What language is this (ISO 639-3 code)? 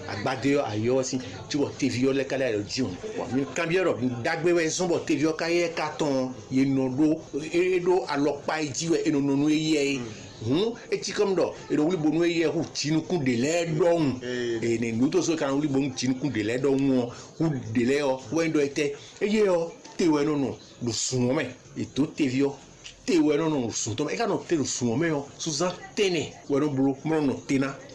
fon